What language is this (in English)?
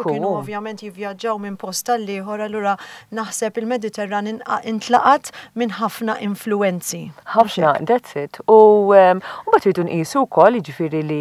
Maltese